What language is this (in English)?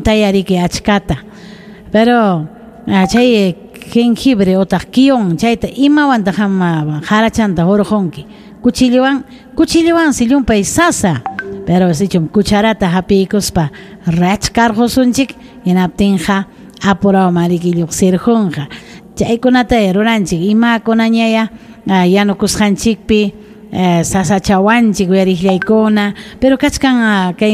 Ayacucho Quechua